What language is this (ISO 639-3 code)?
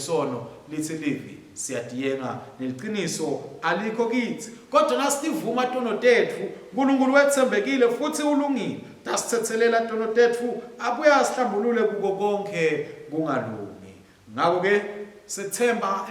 ssw